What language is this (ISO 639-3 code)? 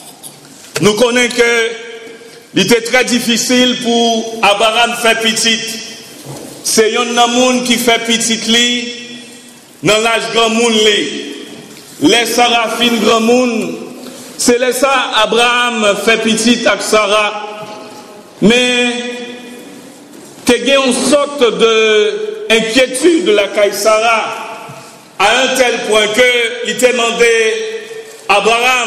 fra